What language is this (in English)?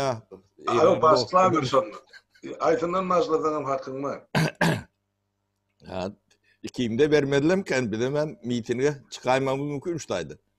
Turkmen